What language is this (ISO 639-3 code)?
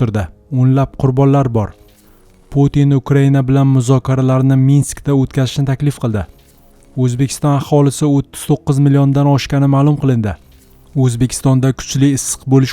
uzb